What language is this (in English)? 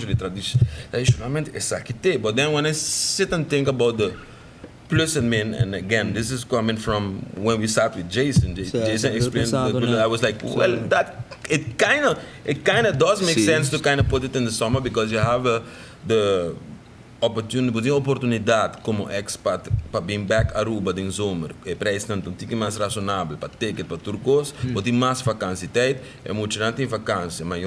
Papiamento